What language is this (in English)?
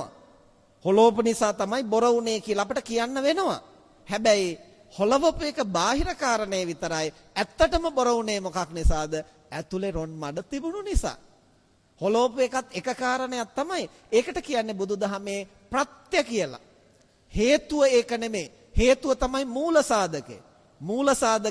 Sinhala